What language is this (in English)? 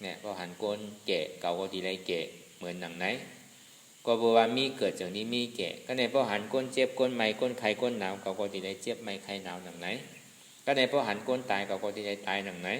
Shan